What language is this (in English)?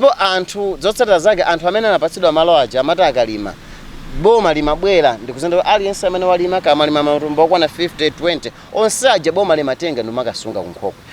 Nyanja